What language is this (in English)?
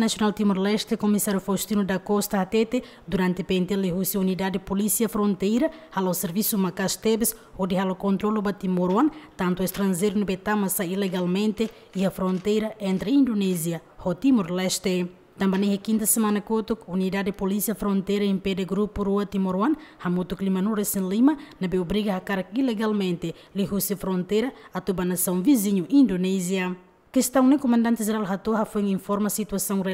Tetum